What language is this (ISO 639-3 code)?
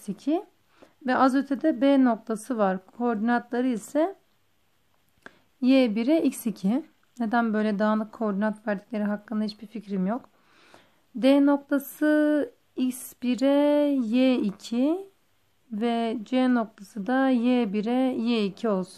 tur